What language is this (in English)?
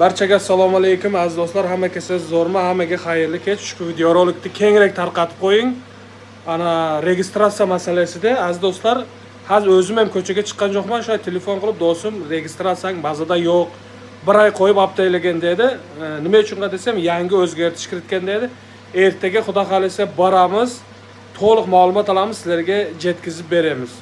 Uzbek